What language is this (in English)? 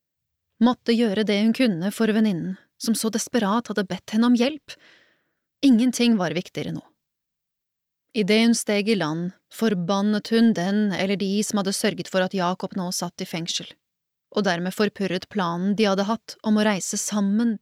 Norwegian